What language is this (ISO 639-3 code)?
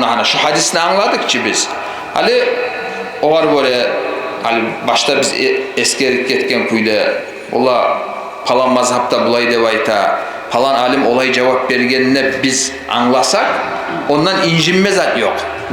kum